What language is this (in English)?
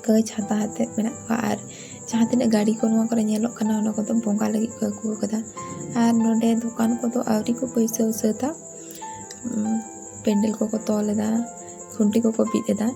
Santali